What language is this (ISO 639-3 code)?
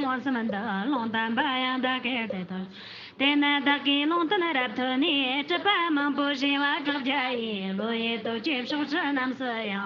bod